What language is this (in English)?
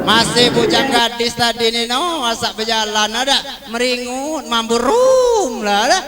Musi